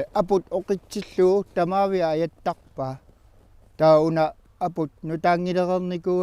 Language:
Kalaallisut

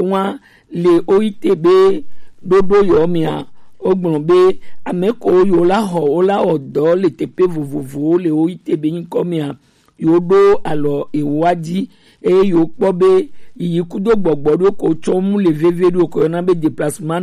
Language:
Gen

